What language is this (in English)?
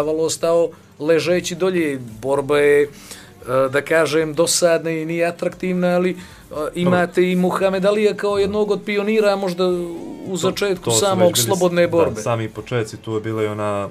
Bosnian